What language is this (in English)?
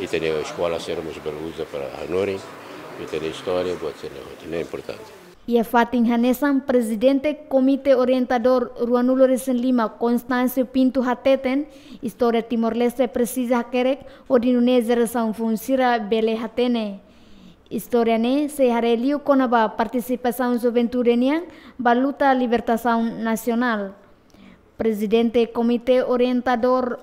Tetum